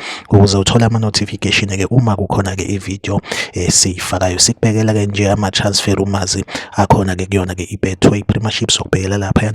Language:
Zulu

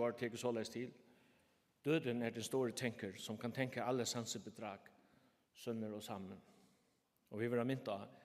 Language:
Faroese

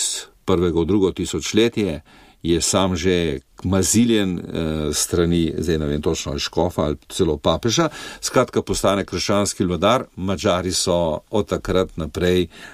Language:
Slovenian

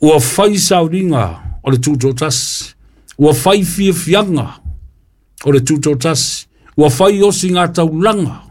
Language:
Samoan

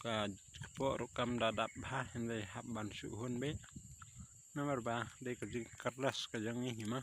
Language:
Khasi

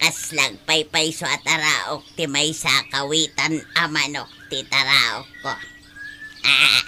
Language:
Iloko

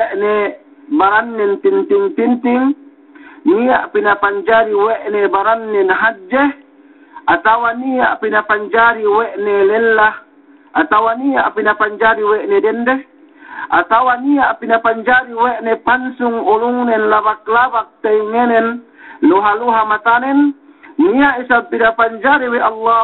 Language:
Yakan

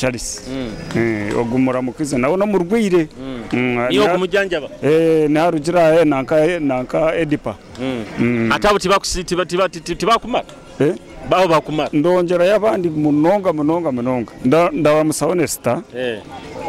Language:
Nyoro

